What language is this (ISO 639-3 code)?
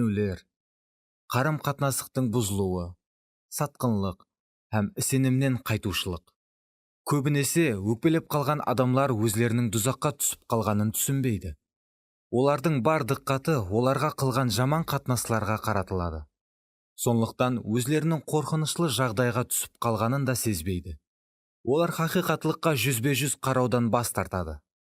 kaa